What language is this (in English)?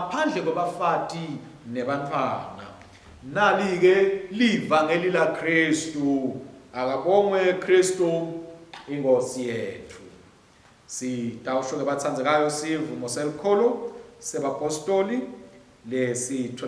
Swati